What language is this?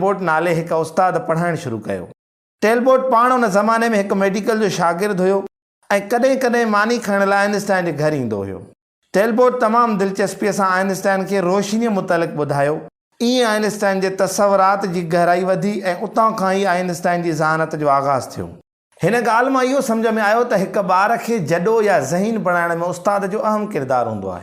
Sindhi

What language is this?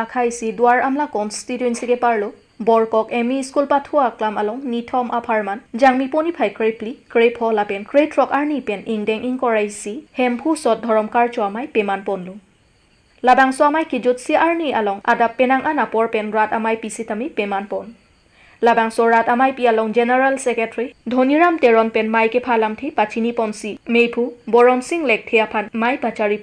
Karbi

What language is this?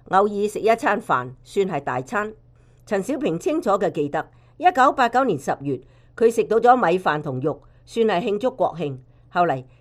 Cantonese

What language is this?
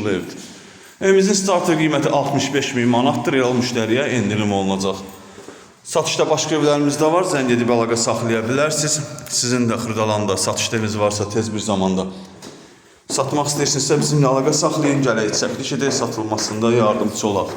Azerbaijani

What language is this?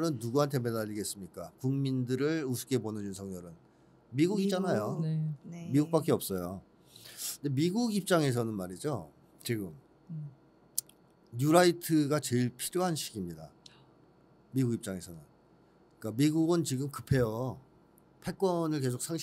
Korean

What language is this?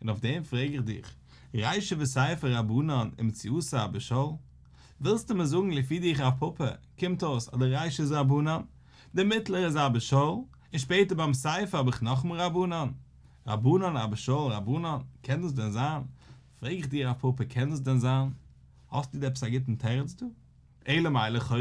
Yiddish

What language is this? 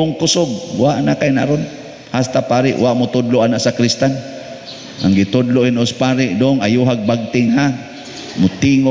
Cebuano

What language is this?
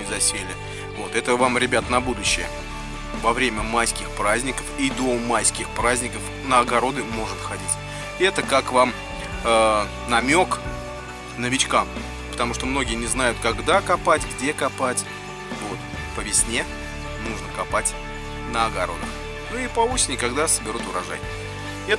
Russian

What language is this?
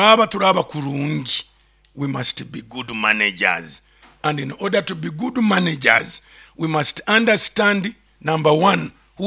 Nyoro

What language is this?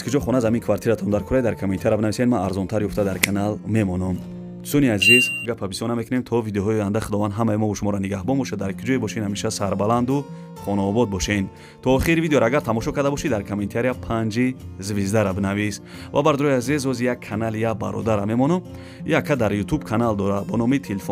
Tajik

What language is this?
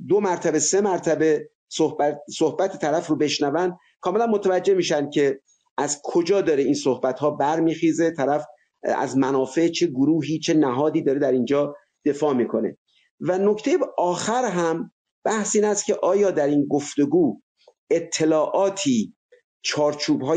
Persian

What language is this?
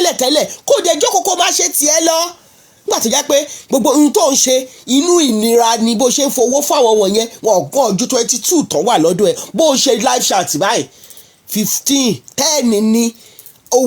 Yoruba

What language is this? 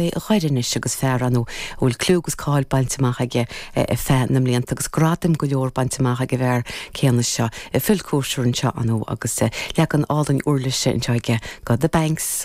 Irish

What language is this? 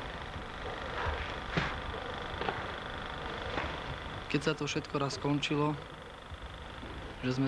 Slovak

